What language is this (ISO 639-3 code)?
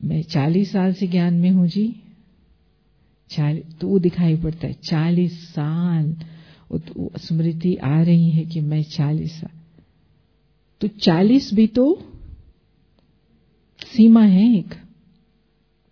hin